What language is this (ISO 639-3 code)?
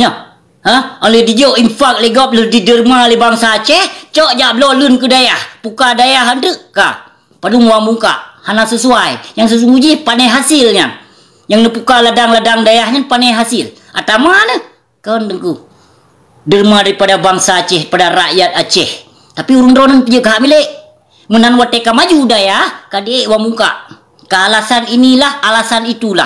ace